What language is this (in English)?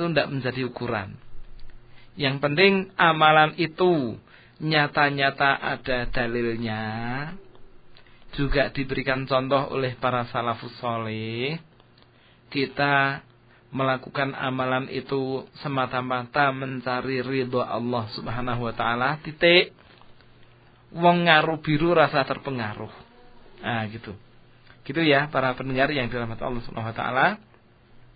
Indonesian